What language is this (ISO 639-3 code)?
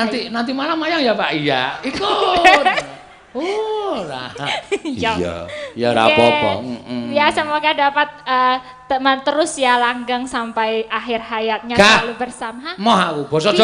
jav